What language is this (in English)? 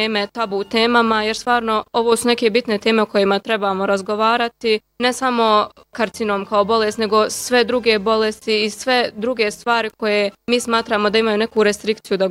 Bosnian